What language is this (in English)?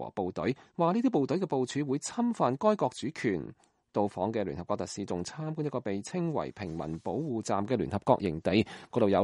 Cantonese